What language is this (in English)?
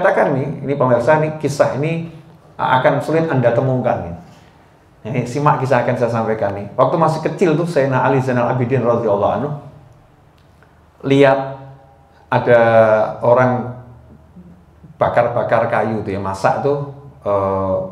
Indonesian